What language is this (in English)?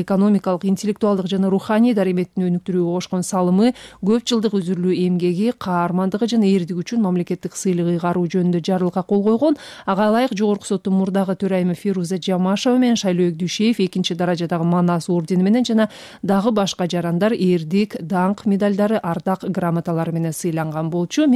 Kyrgyz